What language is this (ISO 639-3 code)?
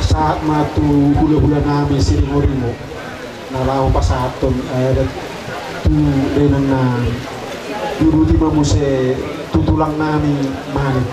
bbc